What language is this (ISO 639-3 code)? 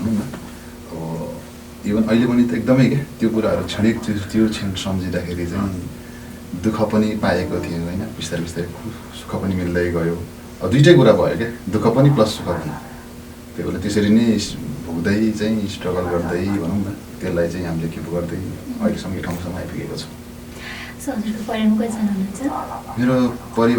nep